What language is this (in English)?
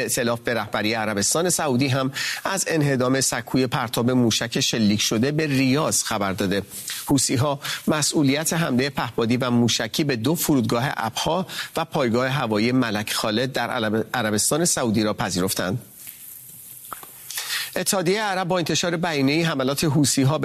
Persian